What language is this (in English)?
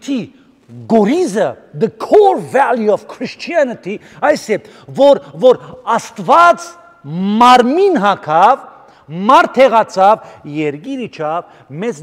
Armenian